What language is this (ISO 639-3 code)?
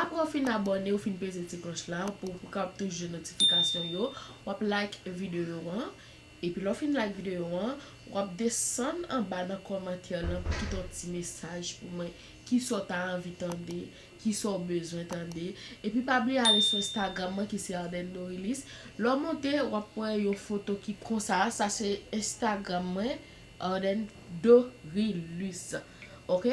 hat